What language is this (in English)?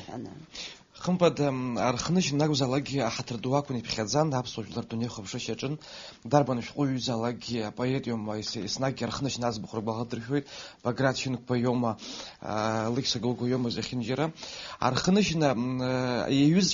Abkhazian